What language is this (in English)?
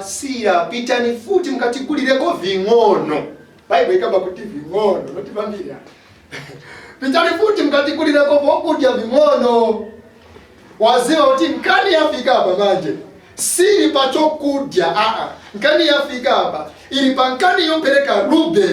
Nyanja